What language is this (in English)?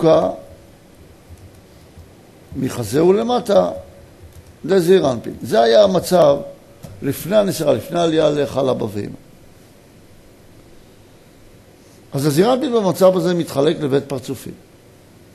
Hebrew